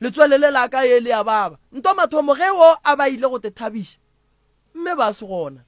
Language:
Northern Sotho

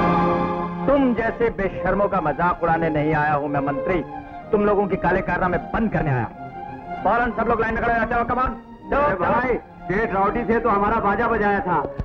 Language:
Hindi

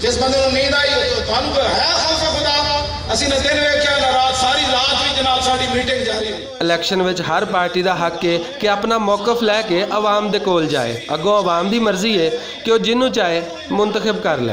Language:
Western Panjabi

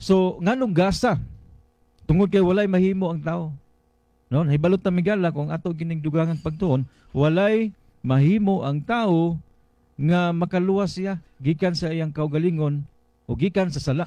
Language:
Cebuano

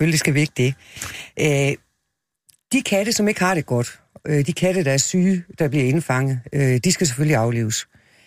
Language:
Danish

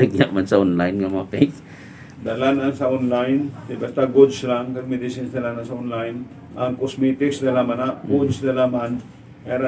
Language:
Hiligaynon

